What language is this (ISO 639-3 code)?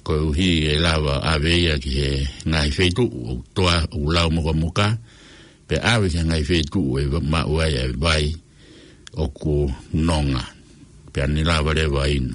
ton